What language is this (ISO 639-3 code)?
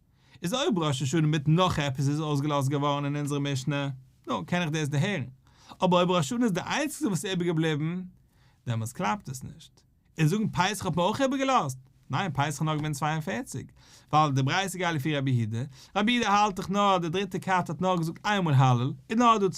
yid